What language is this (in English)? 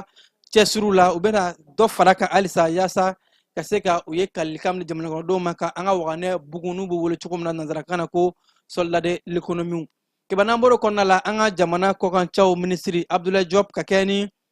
Bambara